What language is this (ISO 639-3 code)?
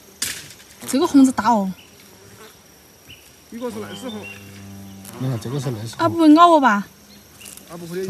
zho